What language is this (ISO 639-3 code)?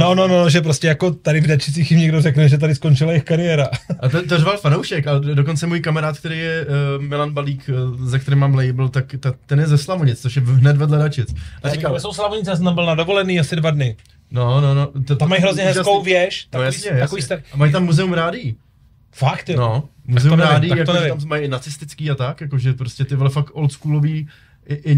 ces